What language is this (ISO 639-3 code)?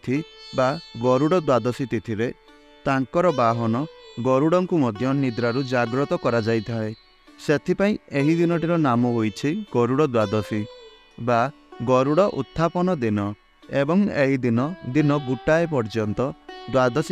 ori